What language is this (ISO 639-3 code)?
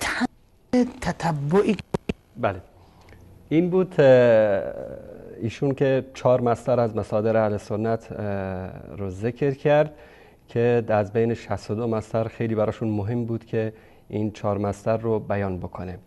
fas